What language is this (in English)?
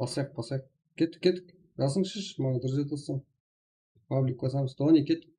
Kara-Kalpak